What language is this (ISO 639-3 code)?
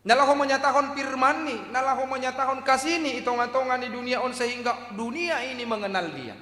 bts